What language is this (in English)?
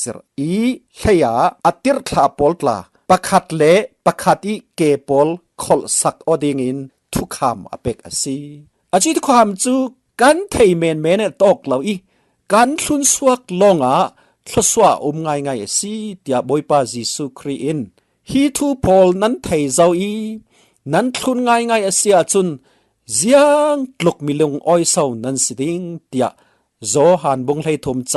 Falam Chin